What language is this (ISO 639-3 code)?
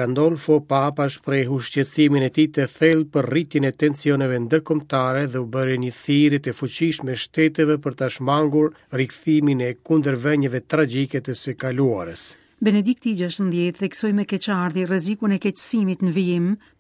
sqi